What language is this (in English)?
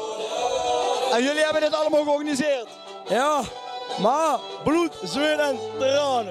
Dutch